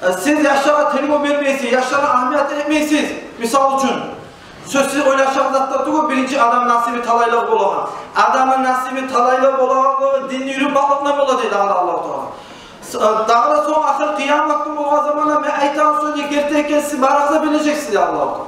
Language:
Kumyk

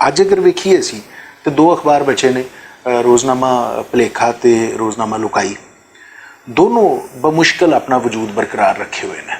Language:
Western Panjabi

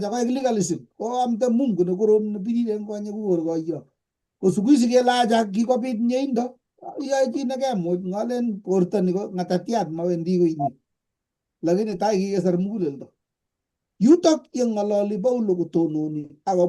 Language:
Kalenjin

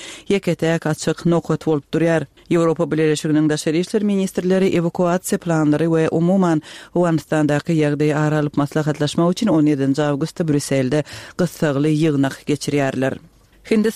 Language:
Turkmen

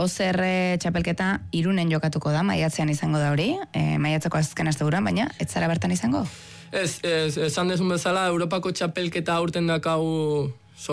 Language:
Basque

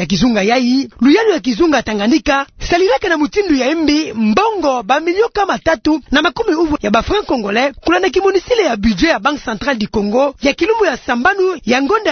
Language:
Kituba (Democratic Republic of Congo)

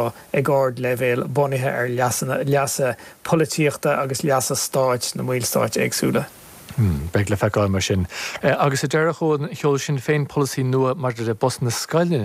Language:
Irish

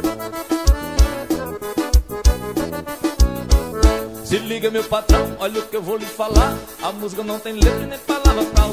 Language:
Portuguese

